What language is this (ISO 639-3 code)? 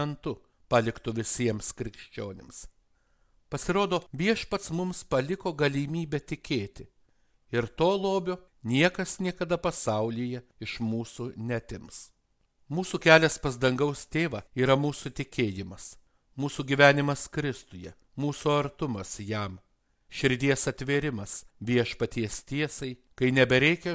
lit